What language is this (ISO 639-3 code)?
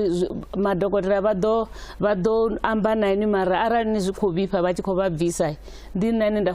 ven